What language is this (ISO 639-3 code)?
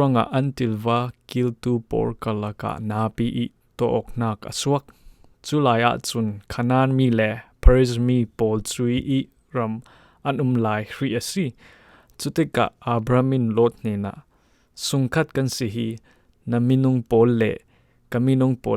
cfm